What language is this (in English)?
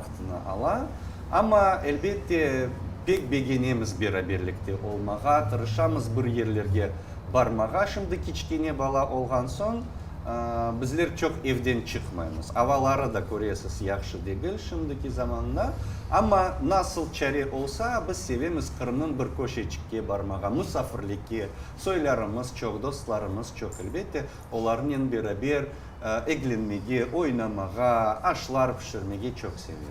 Crimean Tatar